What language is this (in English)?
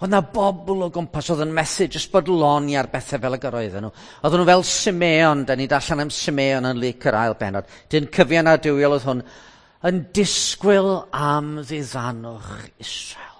Welsh